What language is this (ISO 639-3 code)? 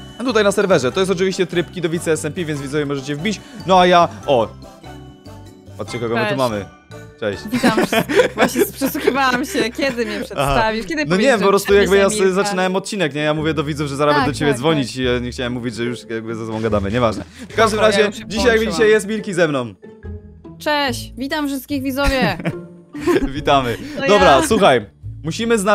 pol